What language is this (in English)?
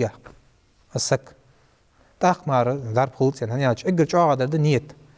Ingush